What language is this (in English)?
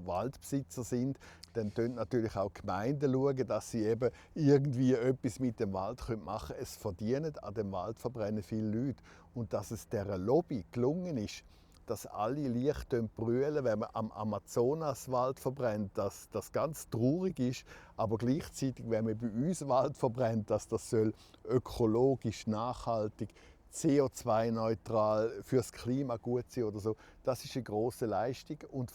Romansh